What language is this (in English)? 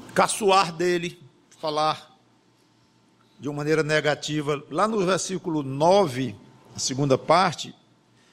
Portuguese